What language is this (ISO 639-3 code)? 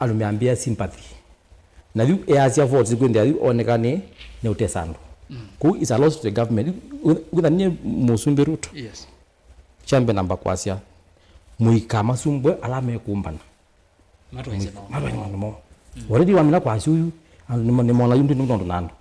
kam